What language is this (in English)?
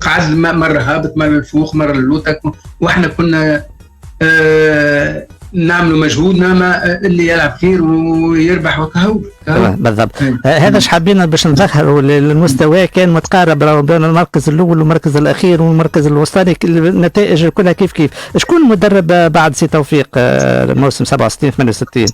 Tunisian Arabic